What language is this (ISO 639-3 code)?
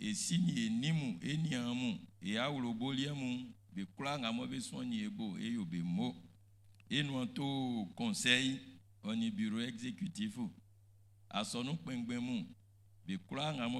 bci